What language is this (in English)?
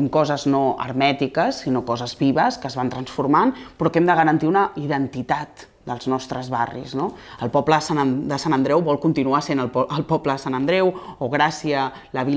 Catalan